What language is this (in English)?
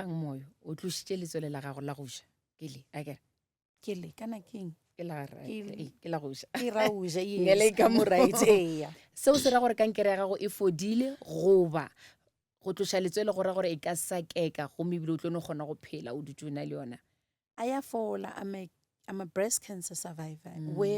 Northern Sotho